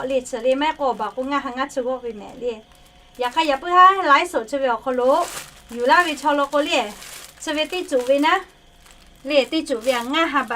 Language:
Lahu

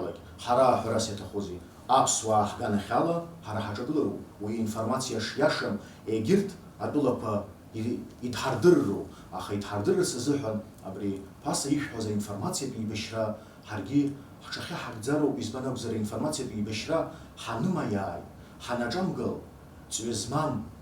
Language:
Abkhazian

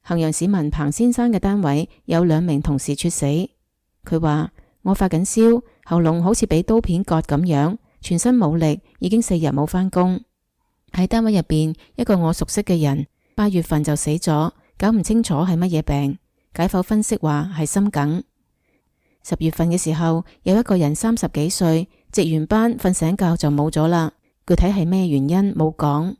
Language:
Cantonese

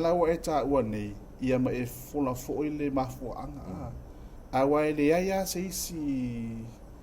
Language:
Samoan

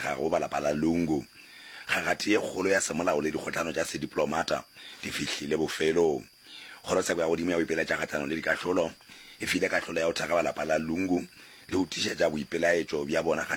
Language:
Northern Sotho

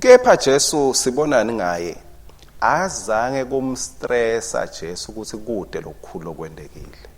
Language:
Swati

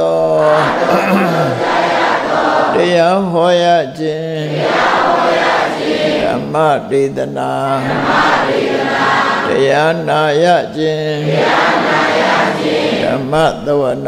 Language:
Burmese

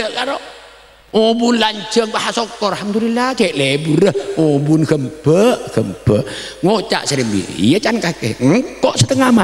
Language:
Madurese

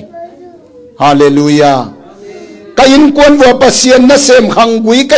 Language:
Tedim Chin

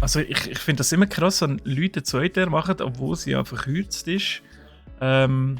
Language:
Swiss German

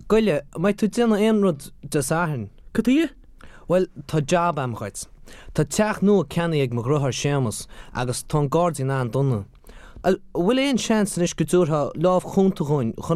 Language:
Irish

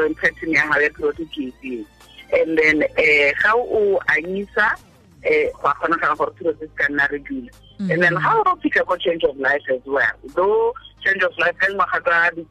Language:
Tswana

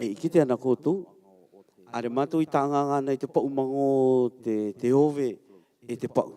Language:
Rarotongan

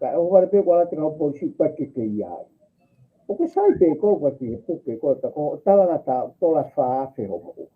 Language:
Tongan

